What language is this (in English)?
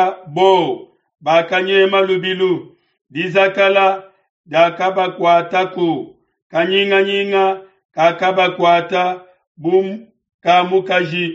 Luba-Lulua